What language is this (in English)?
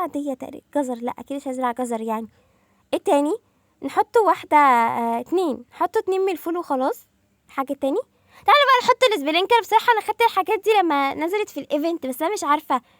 Egyptian Arabic